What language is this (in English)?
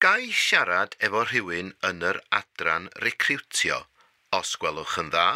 Welsh